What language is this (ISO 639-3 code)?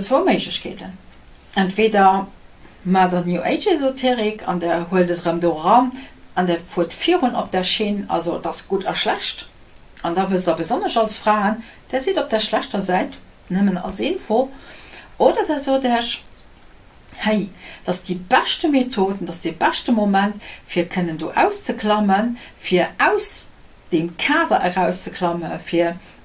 ltz